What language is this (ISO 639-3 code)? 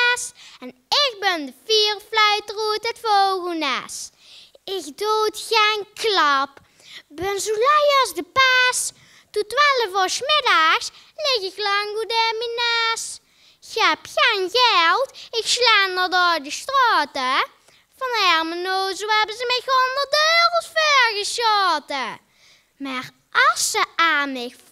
lim